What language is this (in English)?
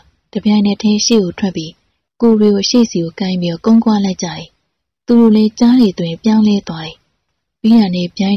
Burmese